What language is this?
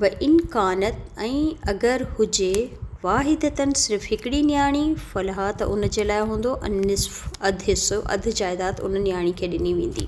Sindhi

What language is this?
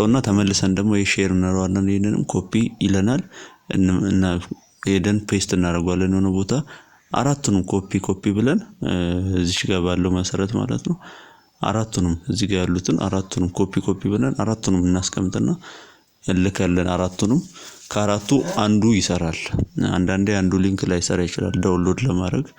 Amharic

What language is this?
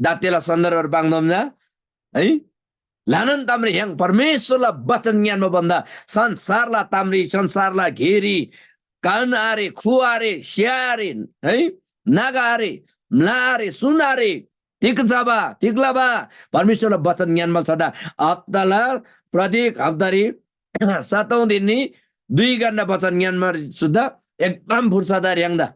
Eastern Tamang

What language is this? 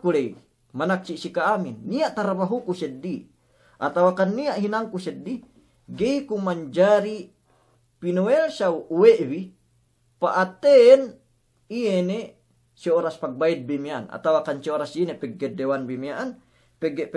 Yakan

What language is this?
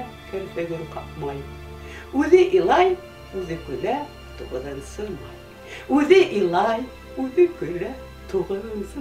Bashkir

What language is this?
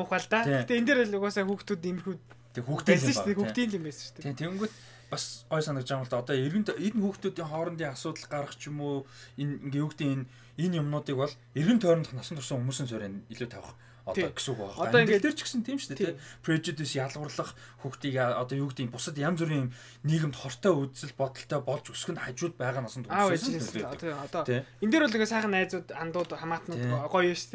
Mongolian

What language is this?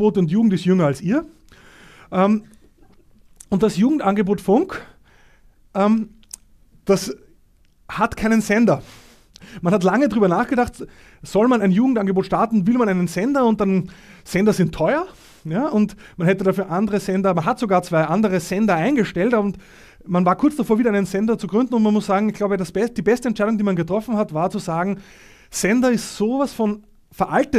German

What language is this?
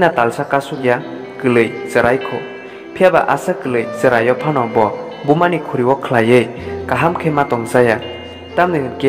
Kok Borok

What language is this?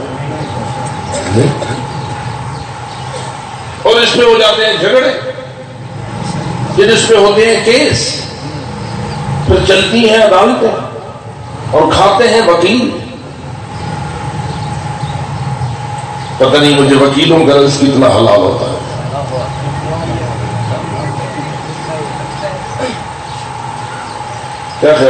Urdu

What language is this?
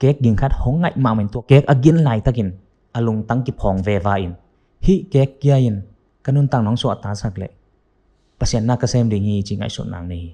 Tedim Chin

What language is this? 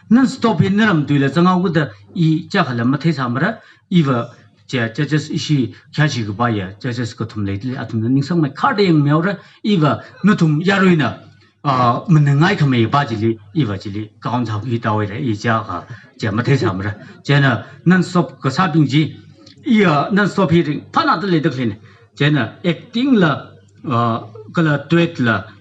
Tangkhul Naga (India)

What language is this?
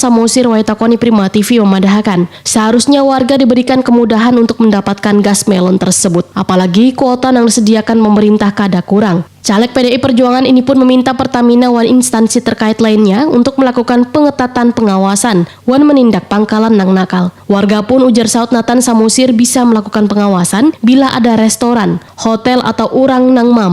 Banjar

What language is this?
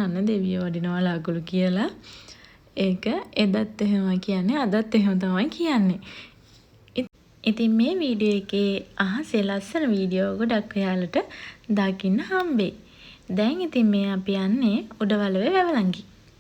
Sinhala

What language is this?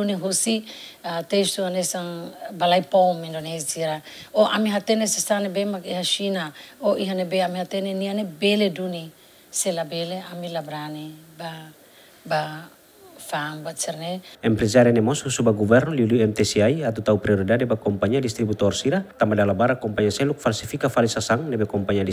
Tetum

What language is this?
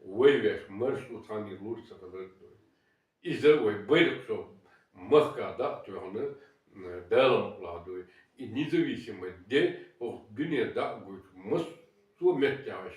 Chechen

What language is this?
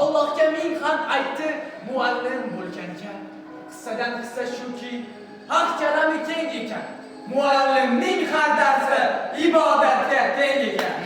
Uzbek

